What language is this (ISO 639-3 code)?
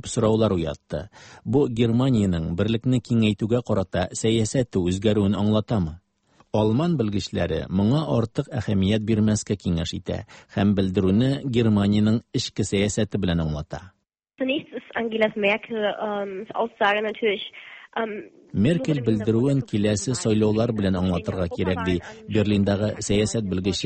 tat